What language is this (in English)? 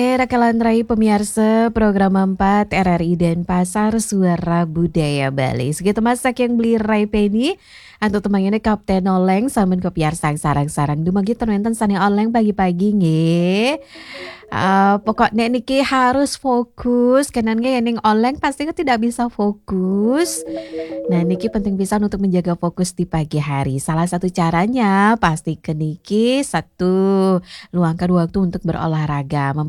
Balinese